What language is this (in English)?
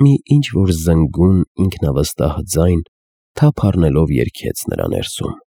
Armenian